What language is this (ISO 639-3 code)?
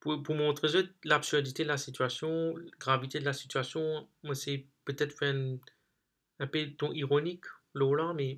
mfe